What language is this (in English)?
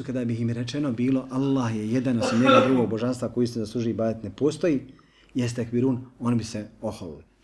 Bosnian